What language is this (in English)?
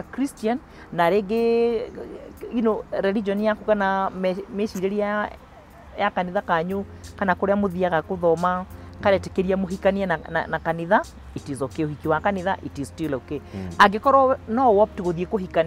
Kikuyu